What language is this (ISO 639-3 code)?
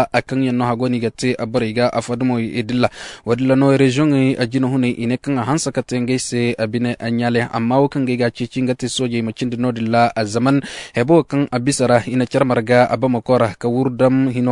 dje